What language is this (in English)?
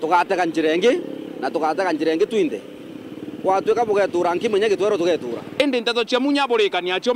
Meru